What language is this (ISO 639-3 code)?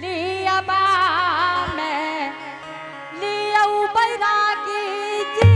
anp